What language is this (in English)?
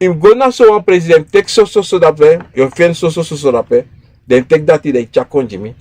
Sranan Tongo